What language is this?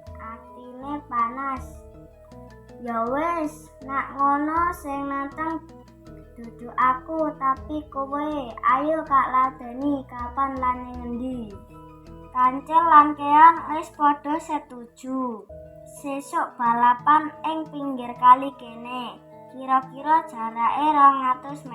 Javanese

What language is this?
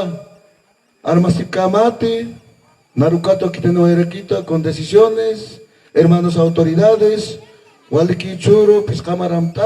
Aymara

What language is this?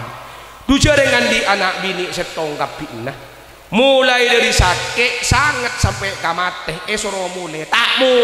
Madurese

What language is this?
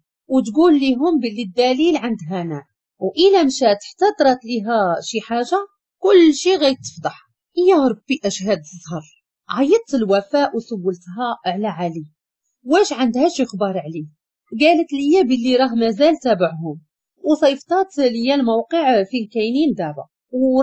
Moroccan Arabic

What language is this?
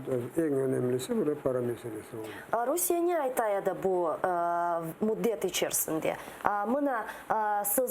Crimean Tatar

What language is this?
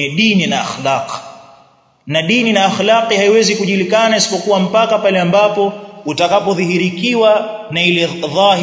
Swahili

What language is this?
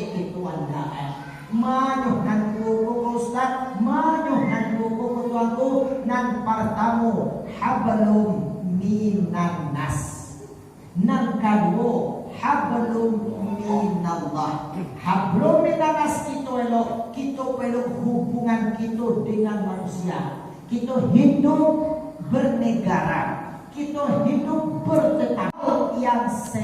Minangkabau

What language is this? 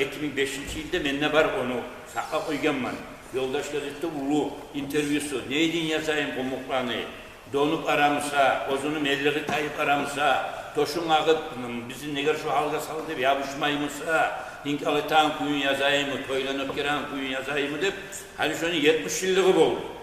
Kumyk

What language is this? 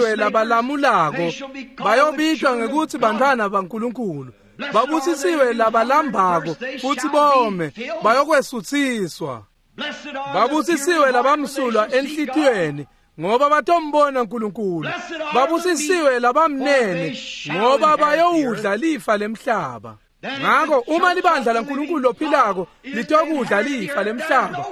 Swati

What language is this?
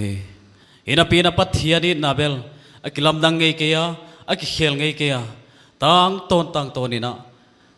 Paite Chin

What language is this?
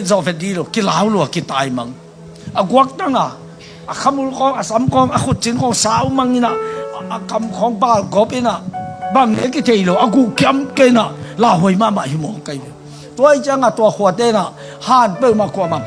Tedim Chin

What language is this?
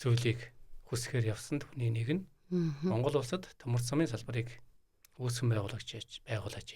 Mongolian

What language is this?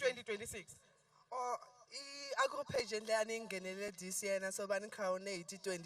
Tsonga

